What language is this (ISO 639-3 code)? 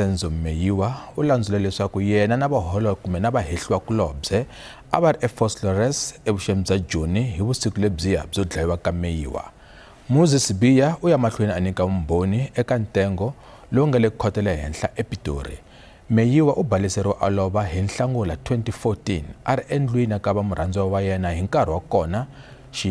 tso